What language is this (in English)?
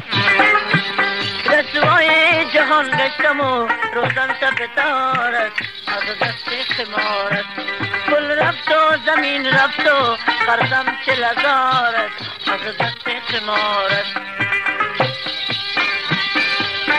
Persian